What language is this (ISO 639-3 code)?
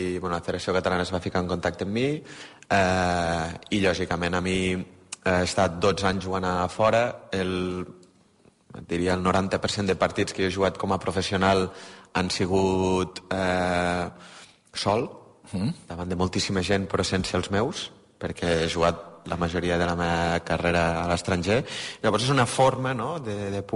cat